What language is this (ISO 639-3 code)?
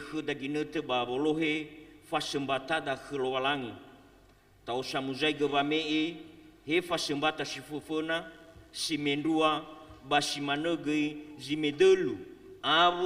nia